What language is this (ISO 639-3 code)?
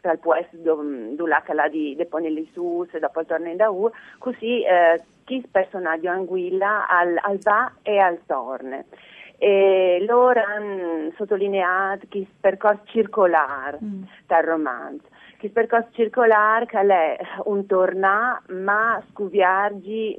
fur